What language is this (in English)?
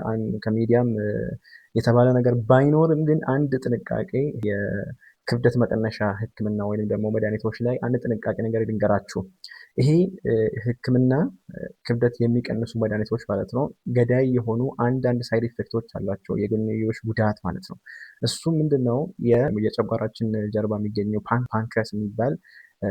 Amharic